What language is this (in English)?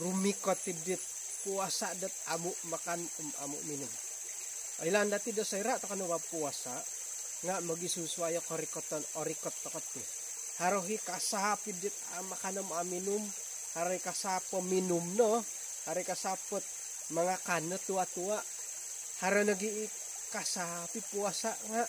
Central Dusun